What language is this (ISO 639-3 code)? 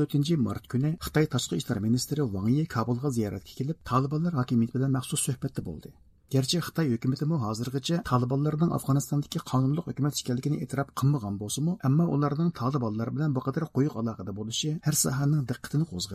uig